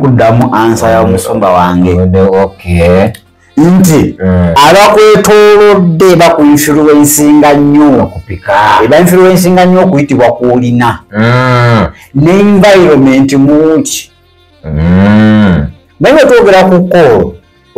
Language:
Ganda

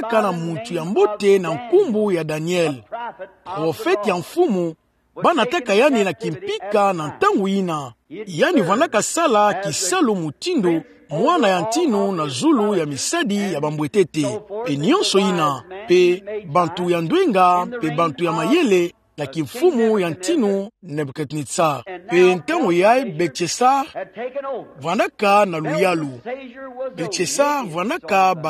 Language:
Kituba (Democratic Republic of Congo)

